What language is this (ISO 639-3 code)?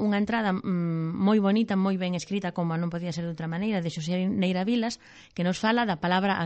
glg